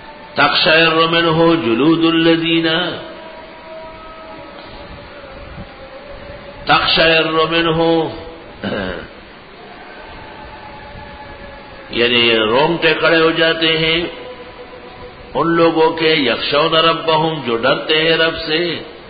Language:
Urdu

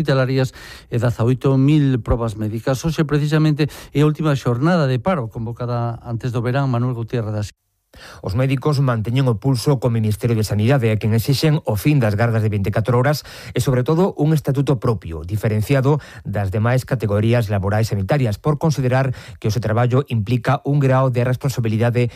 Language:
Galician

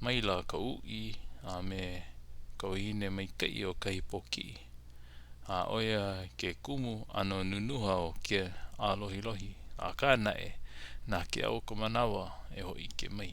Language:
Hawaiian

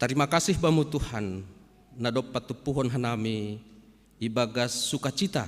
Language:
Batak Simalungun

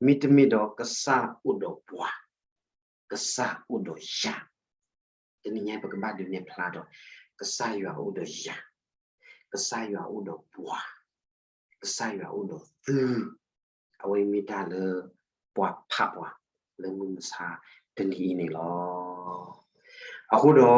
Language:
S'gaw Karen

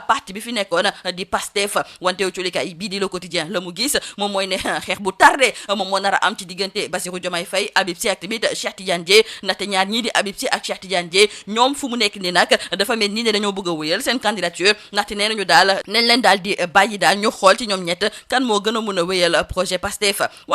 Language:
Wolof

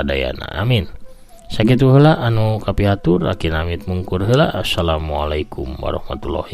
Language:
Sundanese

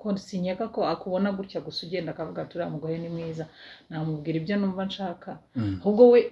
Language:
Kinyarwanda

